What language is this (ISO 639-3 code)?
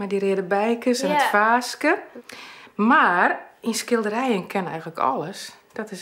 fry